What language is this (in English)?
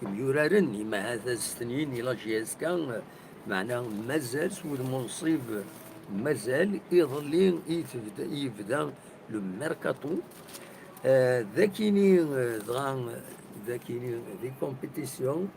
Kabyle